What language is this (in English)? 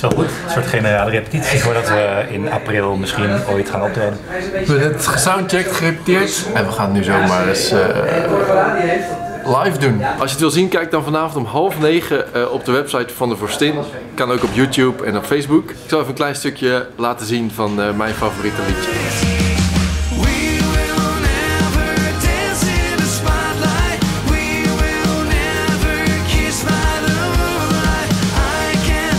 Dutch